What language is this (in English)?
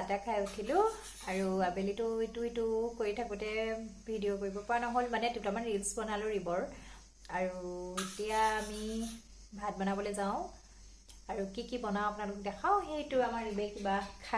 Assamese